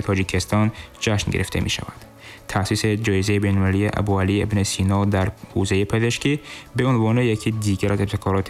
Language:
Tajik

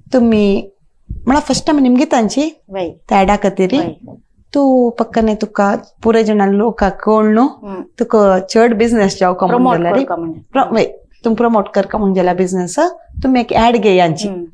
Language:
Konkani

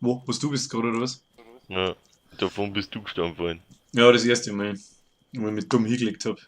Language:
Bavarian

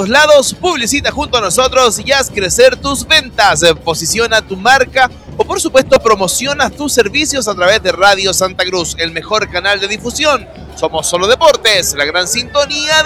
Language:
Spanish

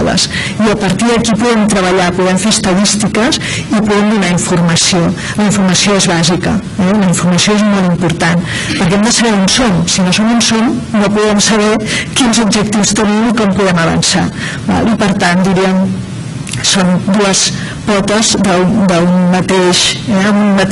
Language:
Catalan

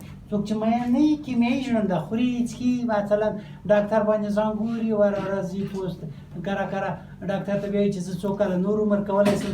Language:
Pashto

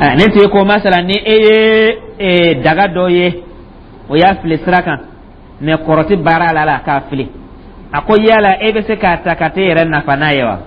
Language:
Dyula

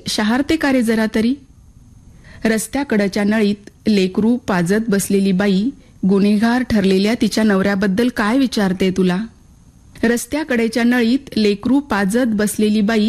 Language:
Marathi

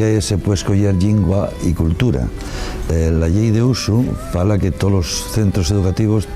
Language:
Asturian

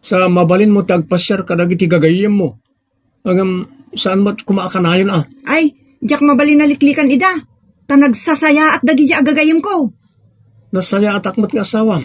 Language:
Iloko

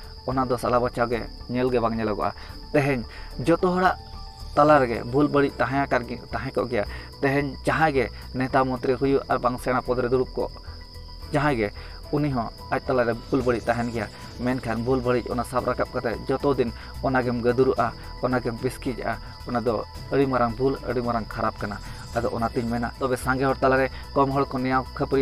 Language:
Santali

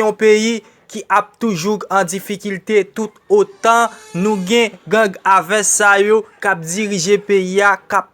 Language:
Haitian Creole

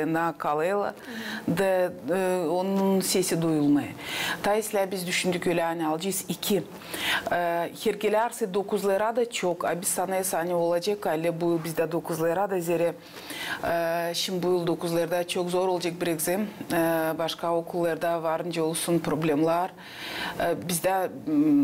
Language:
Gagauz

